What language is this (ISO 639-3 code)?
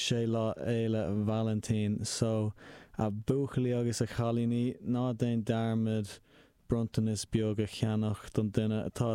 gle